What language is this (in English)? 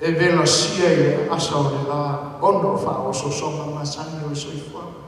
Samoan